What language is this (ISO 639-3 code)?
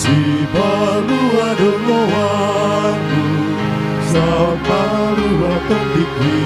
bbc